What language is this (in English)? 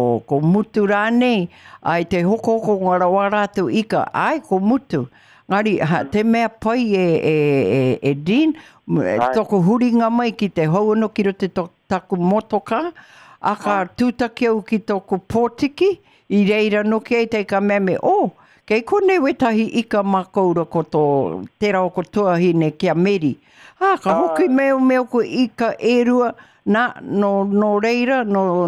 Māori